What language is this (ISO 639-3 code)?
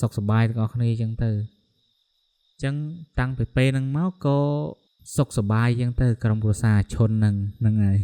khm